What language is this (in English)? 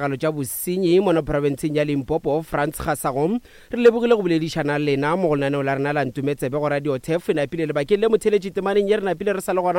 Northern Sotho